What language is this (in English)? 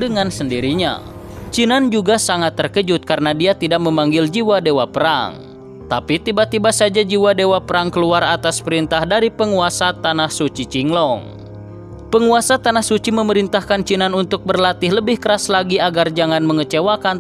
Indonesian